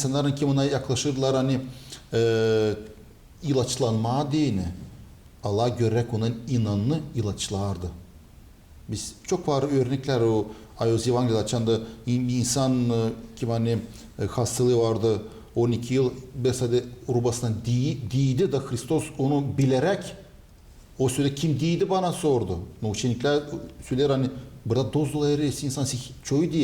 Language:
Gagauz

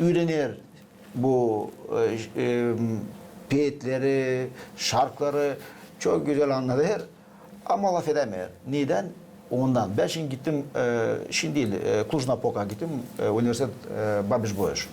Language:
Gagauz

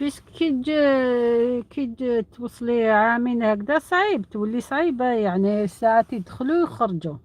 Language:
Algerian Arabic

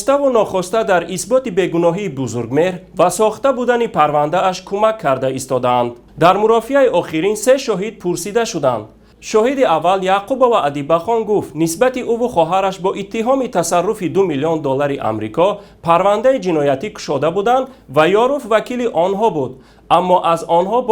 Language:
Tajik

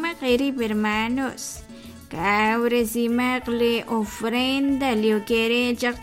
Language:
Kekchí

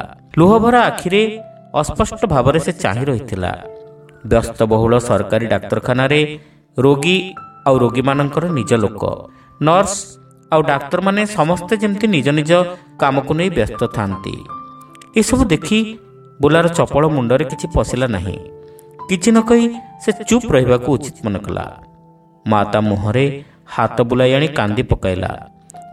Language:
Odia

